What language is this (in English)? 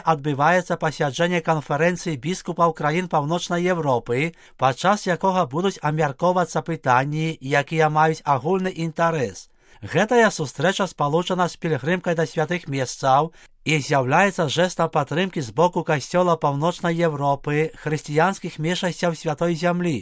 Belarusian